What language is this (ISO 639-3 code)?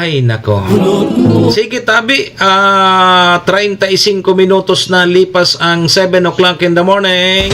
bik